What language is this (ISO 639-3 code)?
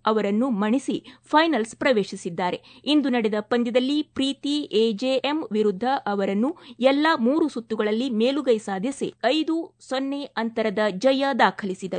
kan